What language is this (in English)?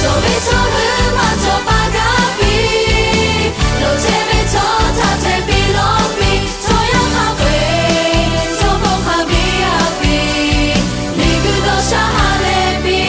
Lahu